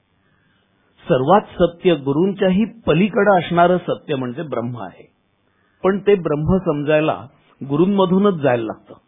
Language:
Marathi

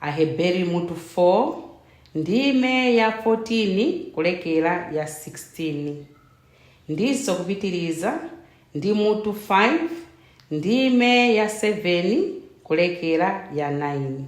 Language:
Nyanja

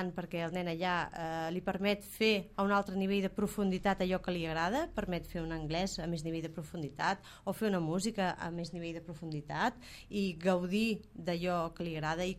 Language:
Catalan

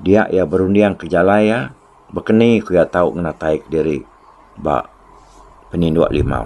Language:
Iban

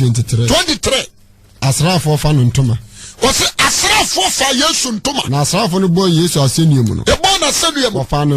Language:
Akan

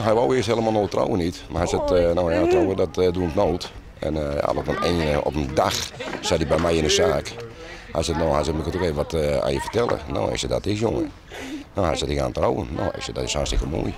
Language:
Western Frisian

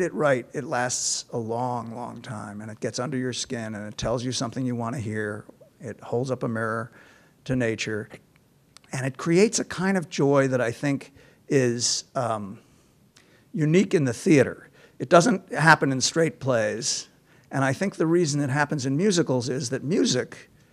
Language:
English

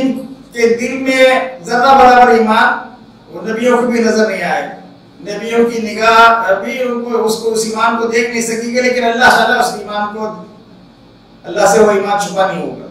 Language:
Urdu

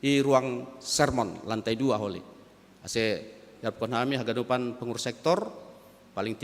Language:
Batak Simalungun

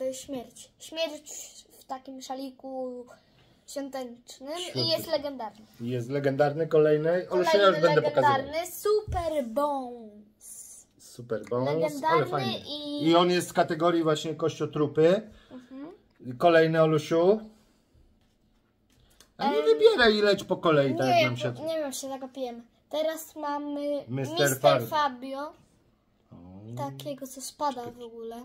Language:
Polish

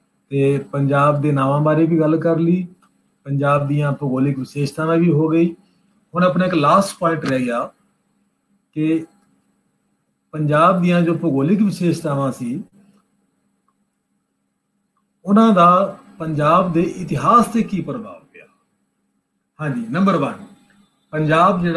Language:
Punjabi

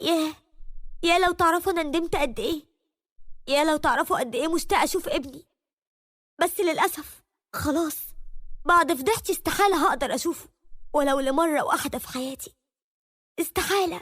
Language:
Egyptian Arabic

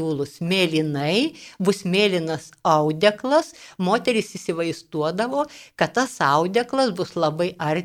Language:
Lithuanian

